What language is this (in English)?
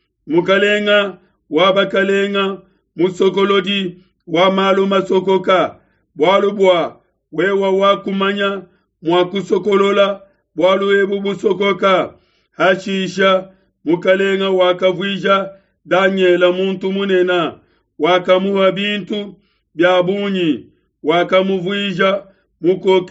Luba-Lulua